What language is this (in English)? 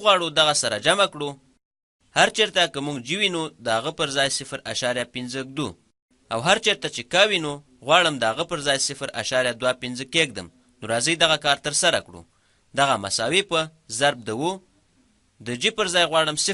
Pashto